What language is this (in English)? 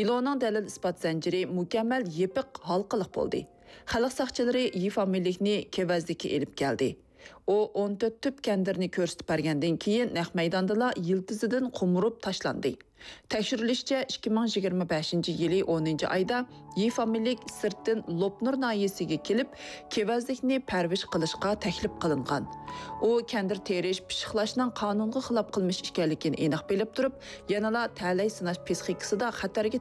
Uyghur